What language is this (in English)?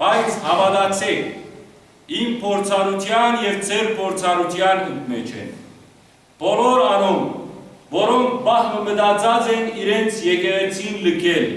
Western Armenian